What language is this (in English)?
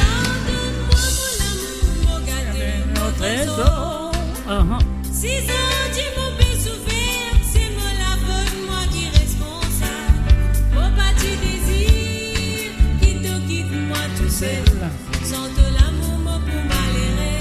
Morisyen